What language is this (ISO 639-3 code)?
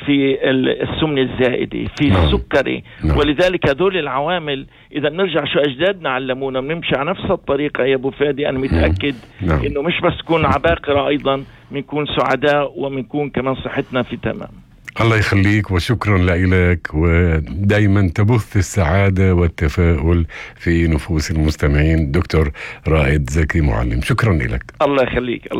apc